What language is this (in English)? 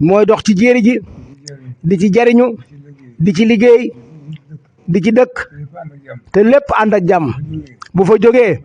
Wolof